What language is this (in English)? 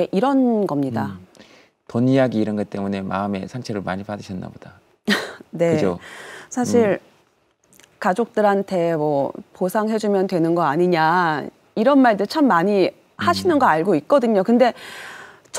Korean